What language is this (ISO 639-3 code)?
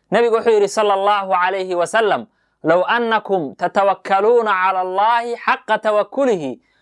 som